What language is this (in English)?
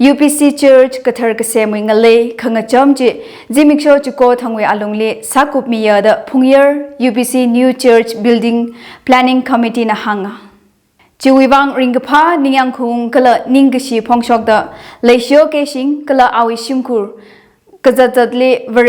Tangkhul Naga (India)